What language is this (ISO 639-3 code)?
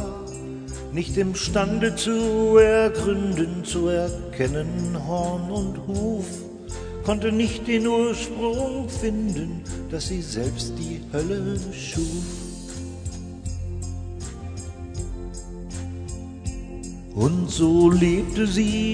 deu